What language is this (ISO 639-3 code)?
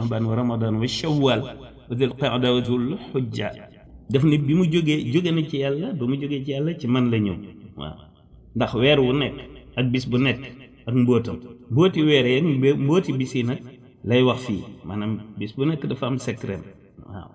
wol